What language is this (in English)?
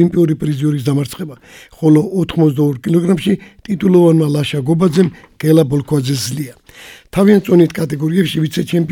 Georgian